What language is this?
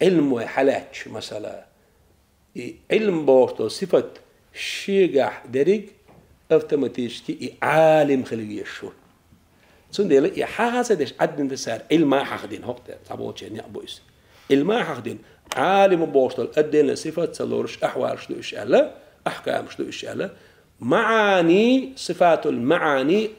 Chechen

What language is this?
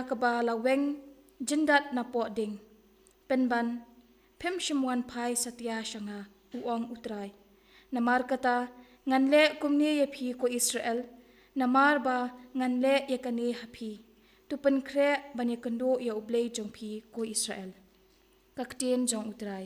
Khasi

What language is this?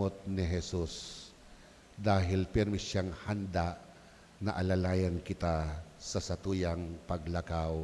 Bikol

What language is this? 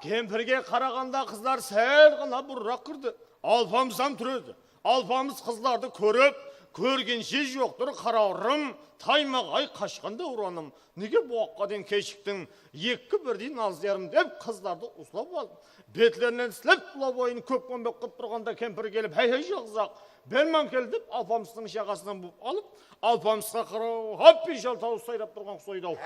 Kara-Kalpak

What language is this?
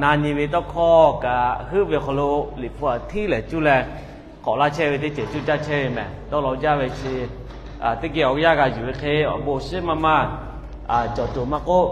Lahu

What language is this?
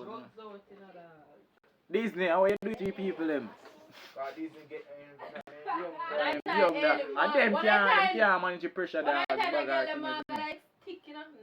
Jamaican Creole English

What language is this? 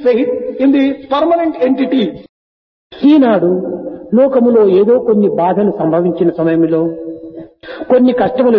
Telugu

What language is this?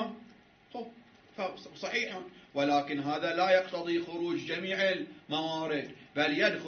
Arabic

